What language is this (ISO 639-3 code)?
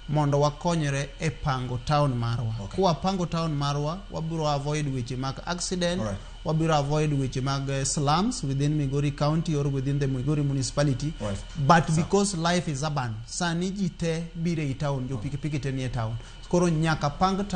luo